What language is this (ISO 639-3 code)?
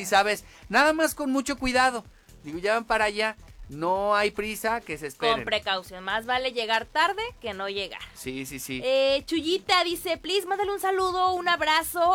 spa